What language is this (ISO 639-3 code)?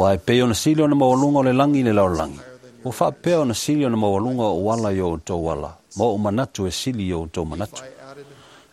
smo